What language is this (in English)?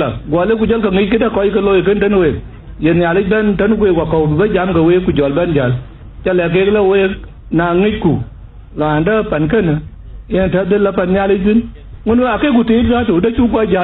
Dinka